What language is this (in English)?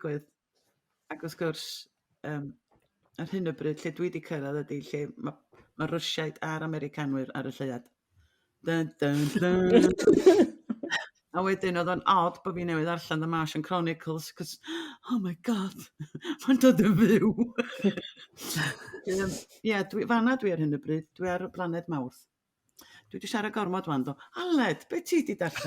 Welsh